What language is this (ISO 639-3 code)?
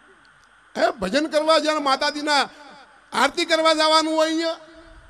guj